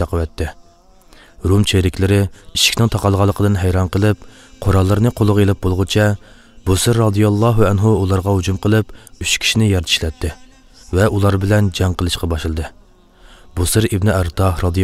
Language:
Uyghur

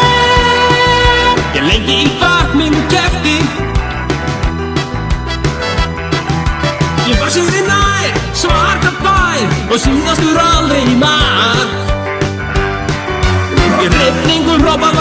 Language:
Icelandic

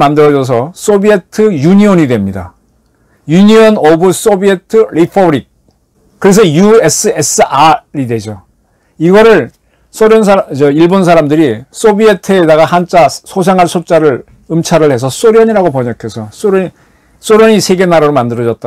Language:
Korean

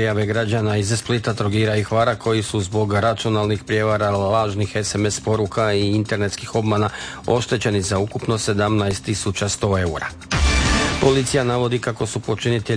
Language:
Croatian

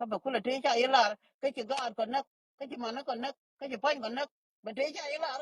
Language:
Nuer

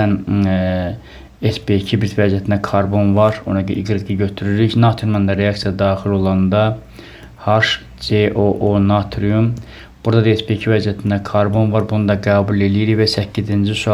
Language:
Azerbaijani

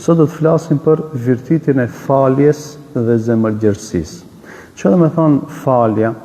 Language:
Albanian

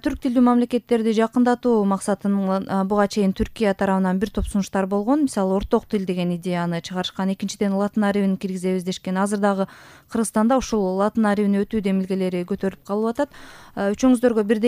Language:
Kyrgyz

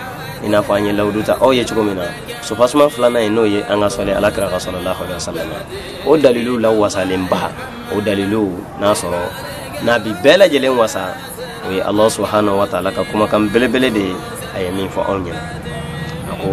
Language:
Bambara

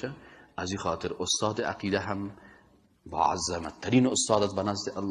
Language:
Persian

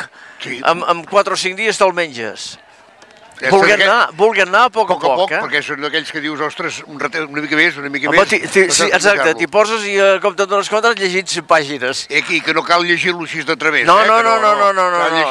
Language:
Catalan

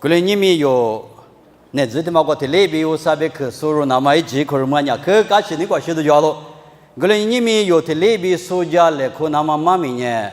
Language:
Lisu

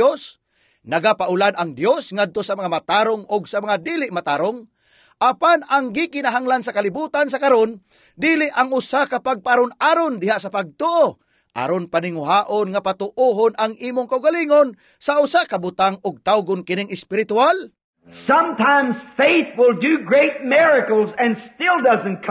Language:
Cebuano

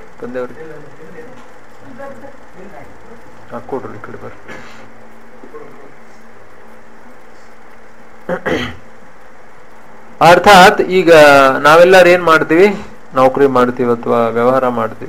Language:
Kannada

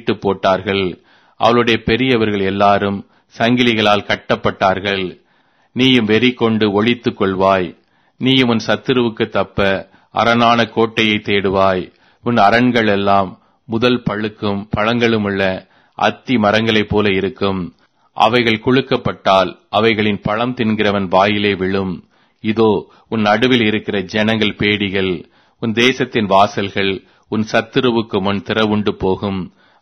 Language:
Tamil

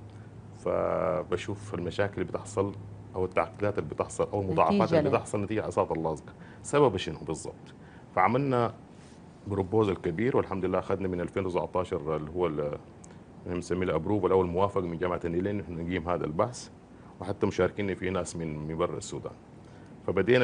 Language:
Sudanese Arabic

